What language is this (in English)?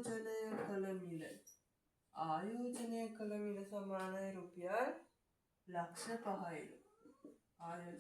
Sinhala